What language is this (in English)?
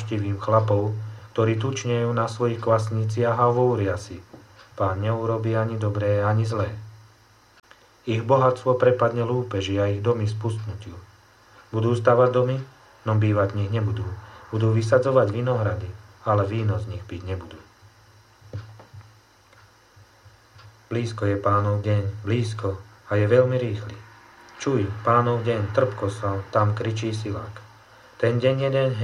Slovak